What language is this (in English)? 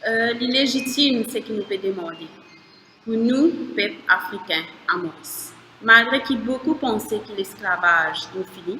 Morisyen